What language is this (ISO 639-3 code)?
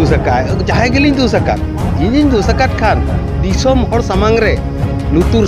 sat